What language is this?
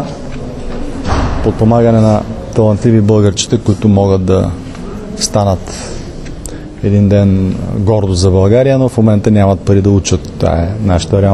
Bulgarian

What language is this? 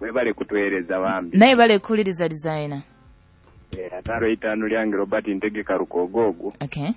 Nyoro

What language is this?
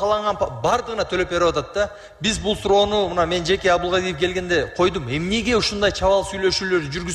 Kyrgyz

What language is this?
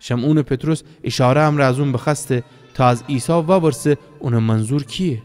Gilaki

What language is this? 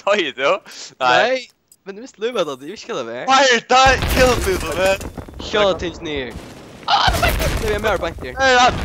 Faroese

